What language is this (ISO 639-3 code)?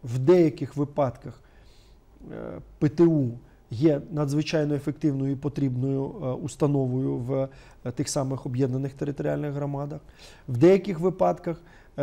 ukr